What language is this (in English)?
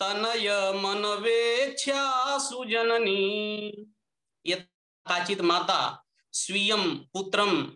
Sanskrit